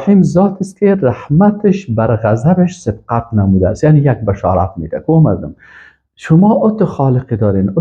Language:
Persian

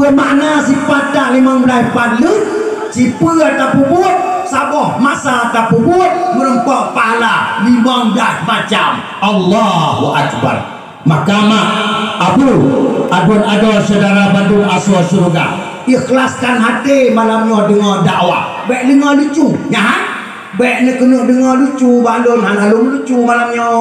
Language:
Achinese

